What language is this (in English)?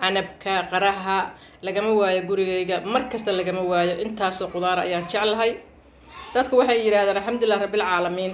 Somali